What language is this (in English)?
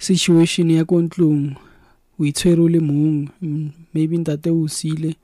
Southern Sotho